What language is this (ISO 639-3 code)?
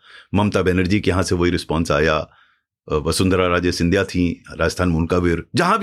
hin